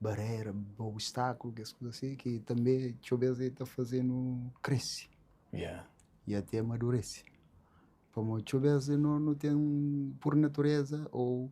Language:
Kabuverdianu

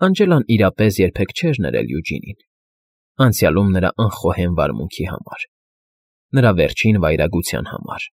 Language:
Armenian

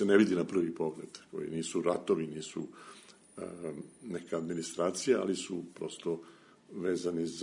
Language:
Serbian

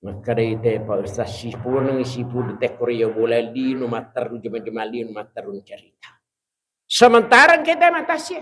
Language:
Buginese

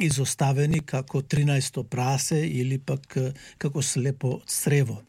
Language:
Macedonian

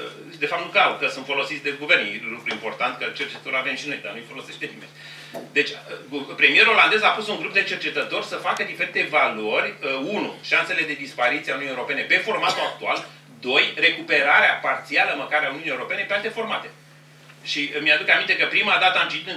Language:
Romanian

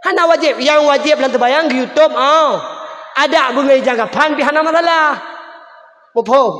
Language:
Achinese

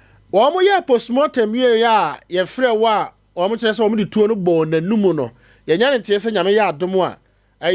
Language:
Akan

